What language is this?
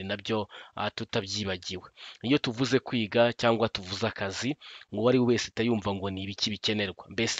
Kinyarwanda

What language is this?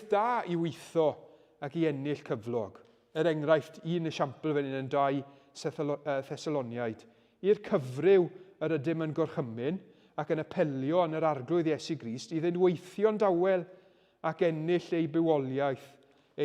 Welsh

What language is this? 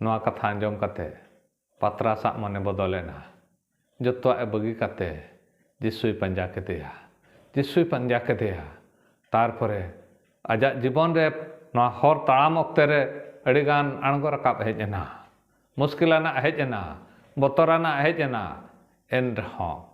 Santali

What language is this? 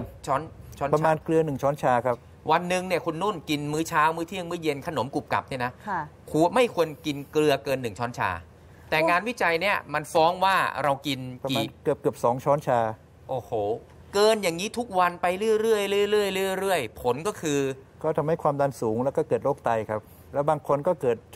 Thai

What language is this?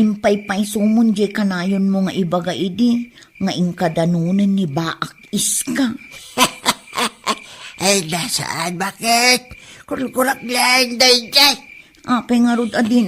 Iloko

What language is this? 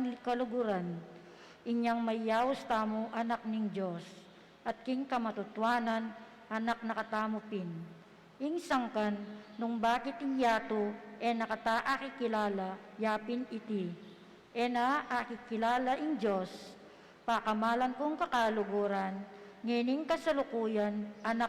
Pampanga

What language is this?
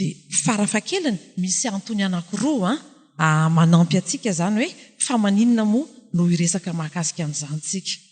Malagasy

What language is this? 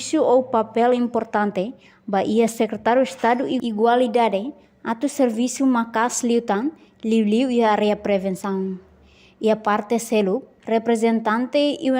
Tetum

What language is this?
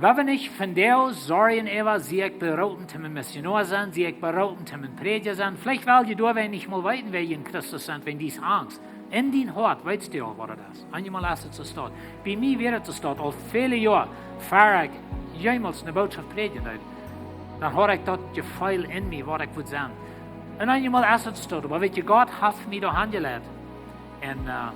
Plautdietsch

